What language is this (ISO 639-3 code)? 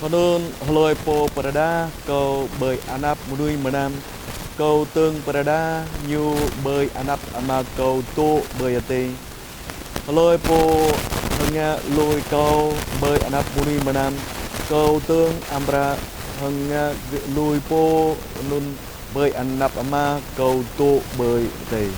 jra